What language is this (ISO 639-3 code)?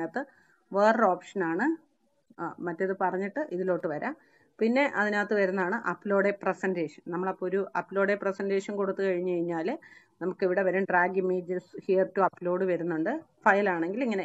mal